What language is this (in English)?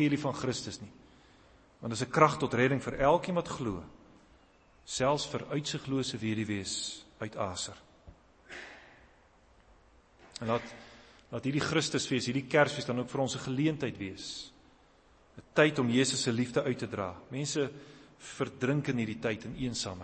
Afrikaans